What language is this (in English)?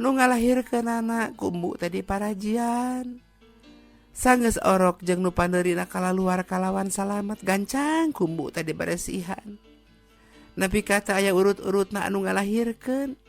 Sundanese